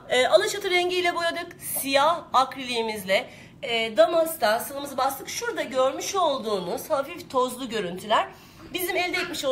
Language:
Turkish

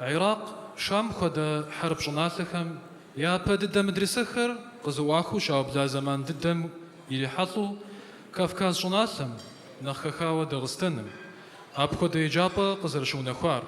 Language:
Kabardian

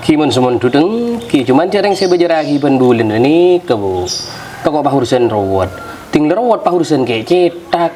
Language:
Madurese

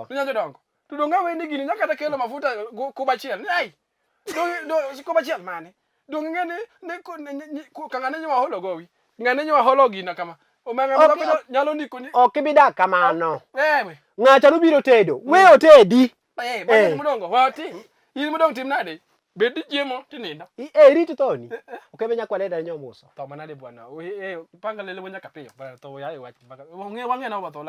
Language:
Luo (Kenya and Tanzania)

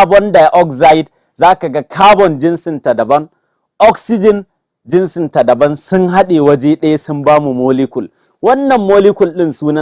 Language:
Hausa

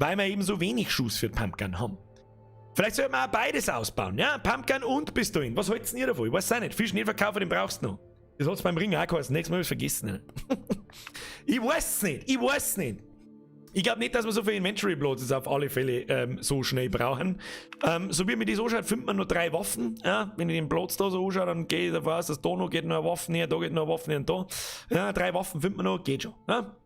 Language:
Bavarian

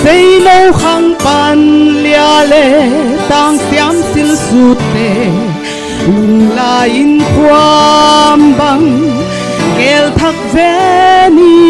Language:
Paite Chin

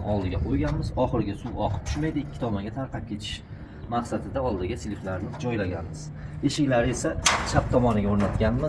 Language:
Uzbek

